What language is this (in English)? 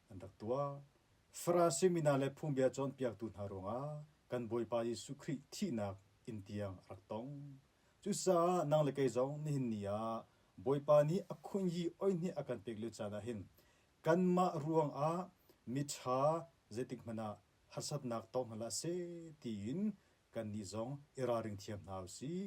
Hakha Chin